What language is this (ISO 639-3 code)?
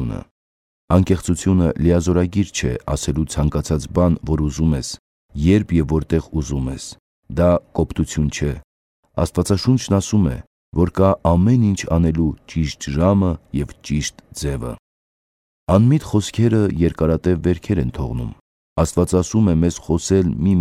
hye